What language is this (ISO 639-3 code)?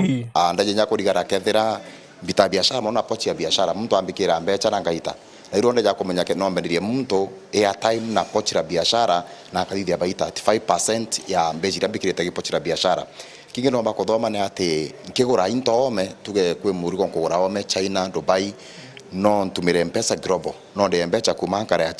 mer